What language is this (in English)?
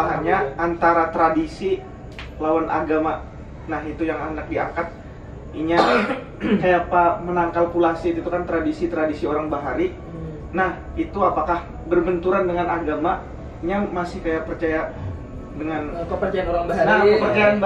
Banjar